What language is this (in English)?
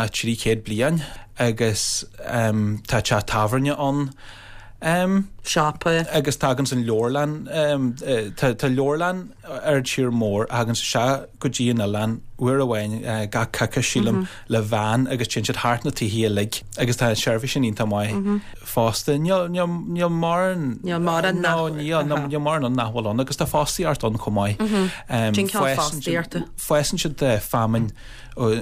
Irish